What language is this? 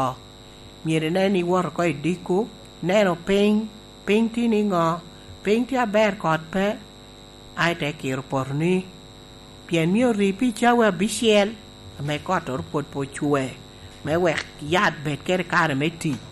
Lango (Uganda)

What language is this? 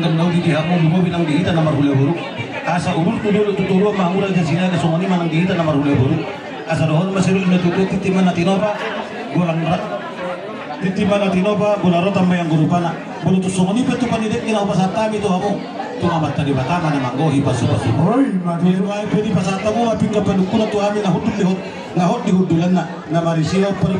Batak Toba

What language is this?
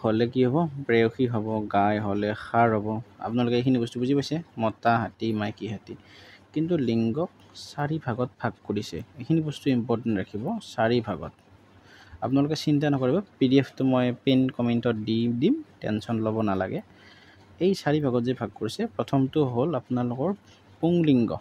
Assamese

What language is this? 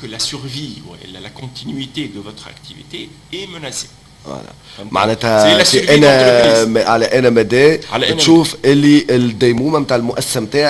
Tunisian Arabic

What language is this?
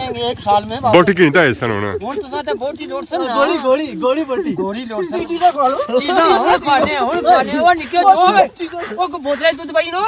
Pahari-Potwari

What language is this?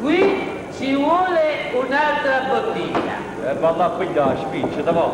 Neapolitan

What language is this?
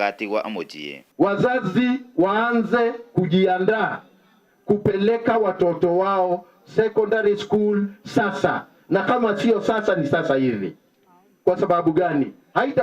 Meru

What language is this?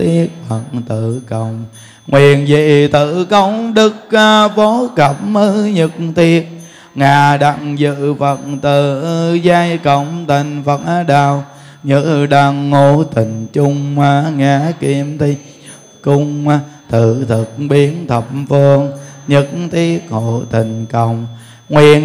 Vietnamese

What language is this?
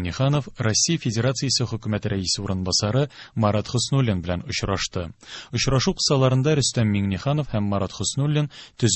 Tatar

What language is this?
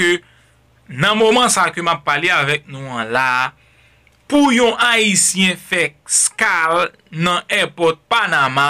Haitian Creole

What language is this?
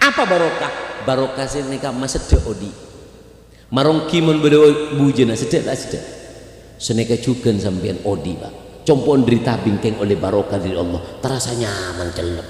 Madurese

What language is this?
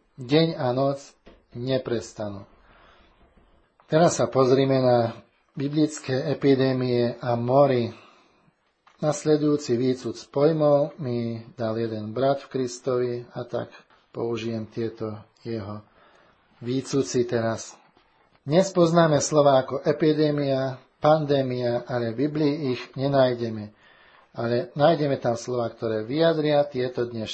Slovak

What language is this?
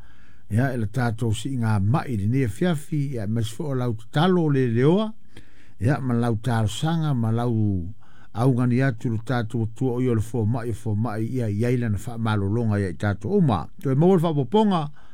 Samoan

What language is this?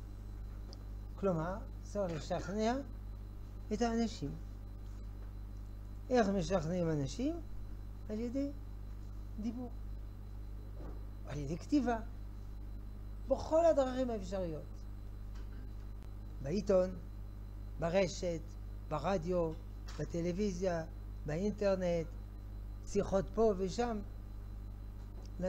Hebrew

